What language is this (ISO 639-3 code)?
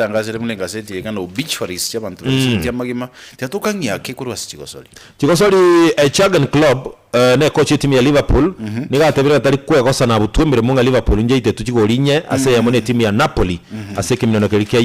guz